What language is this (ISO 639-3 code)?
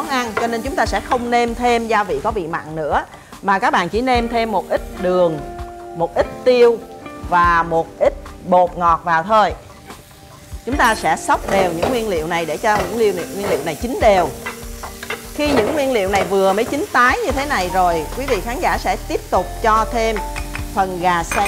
vie